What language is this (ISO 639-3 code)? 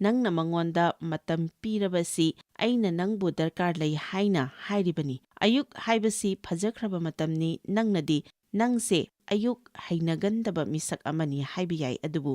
mni